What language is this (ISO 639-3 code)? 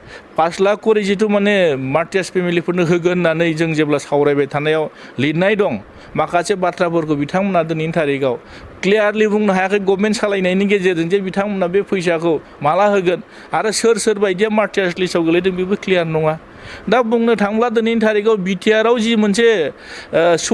brx